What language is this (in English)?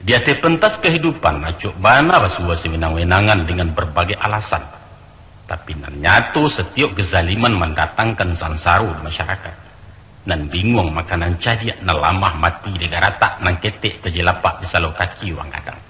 Minangkabau